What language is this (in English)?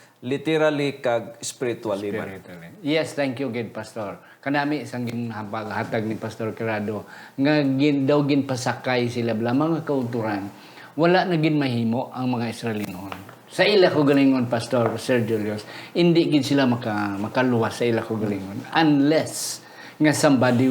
Hiligaynon